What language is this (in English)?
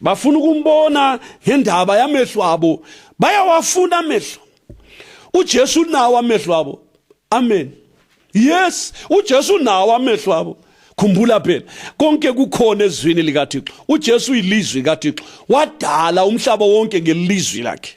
North Ndebele